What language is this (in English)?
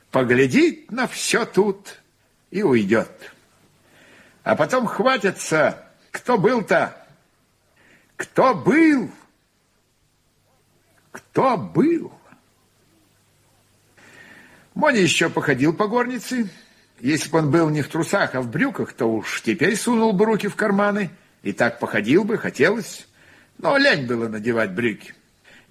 Russian